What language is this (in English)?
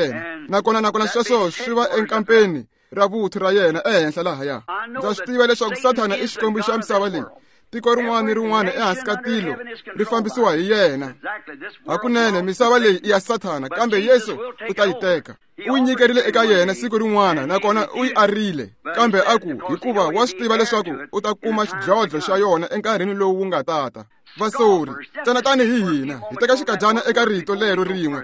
Tsonga